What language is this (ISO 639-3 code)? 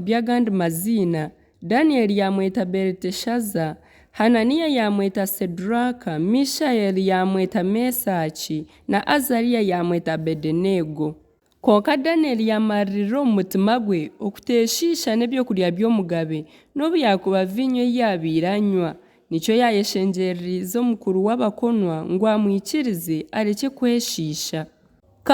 nyn